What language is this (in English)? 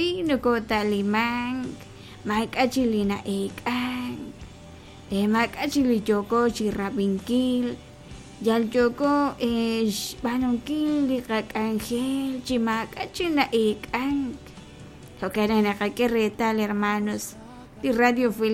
Kekchí